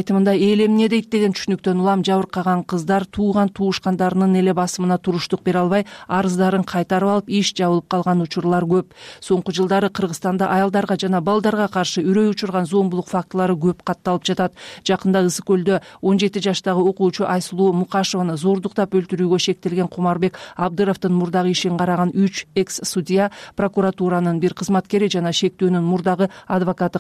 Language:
Kyrgyz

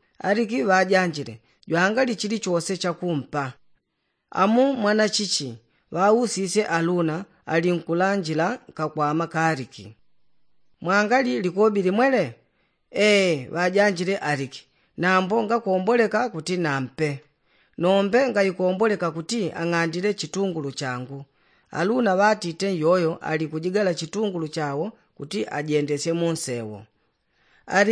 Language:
Yao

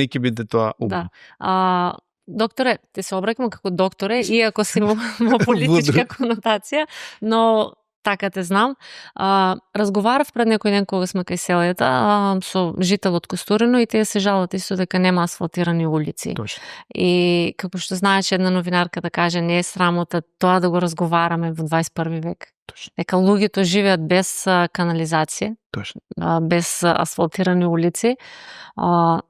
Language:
Macedonian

